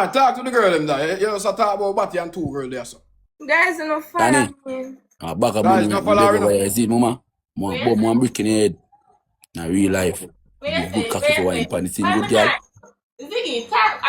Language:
Jamaican Creole English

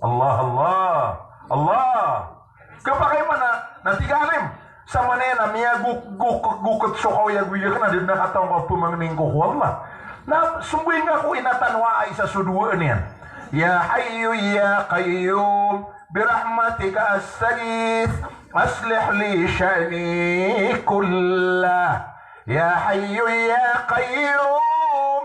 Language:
Maranao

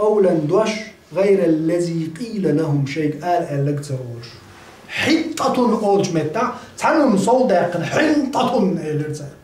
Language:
Chechen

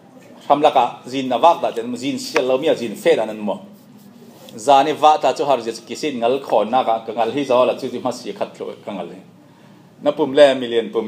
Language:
Falam Chin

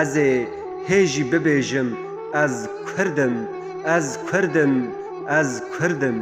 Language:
Kurdish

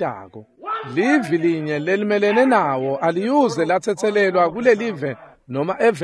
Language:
Swati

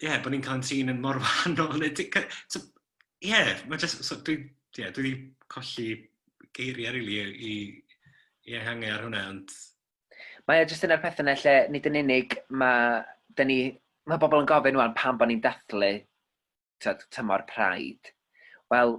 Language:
Welsh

